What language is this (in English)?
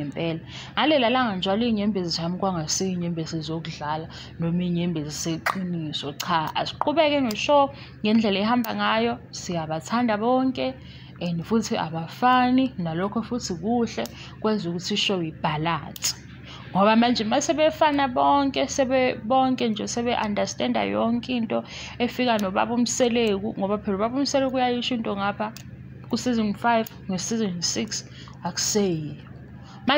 Zulu